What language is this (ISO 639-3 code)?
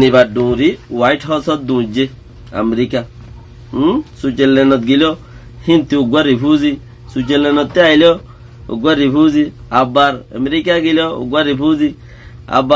rhg